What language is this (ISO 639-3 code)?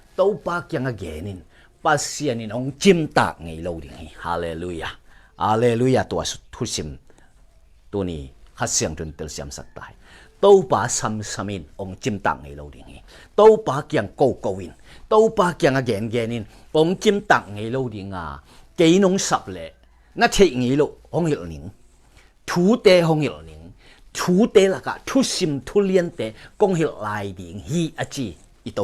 ctd